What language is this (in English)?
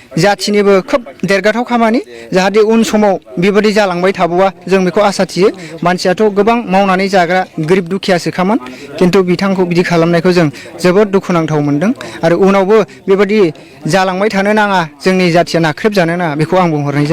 Bodo